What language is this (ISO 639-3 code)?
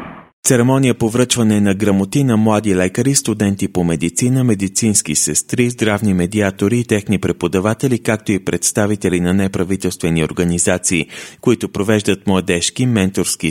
bul